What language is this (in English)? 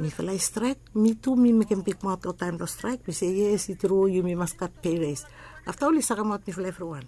Bislama